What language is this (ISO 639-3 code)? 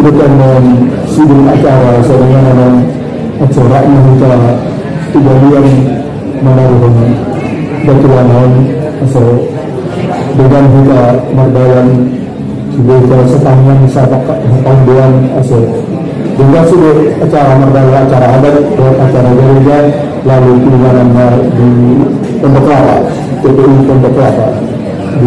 akb